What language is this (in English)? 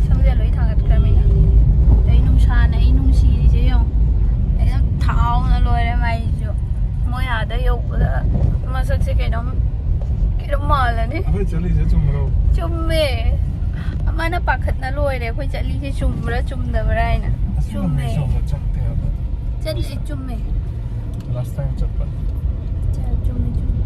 Manipuri